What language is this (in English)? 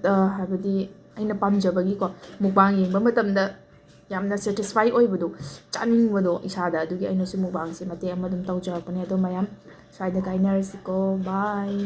Manipuri